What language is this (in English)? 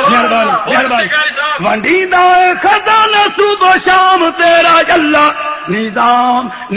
Saraiki